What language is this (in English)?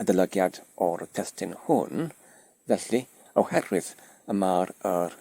Welsh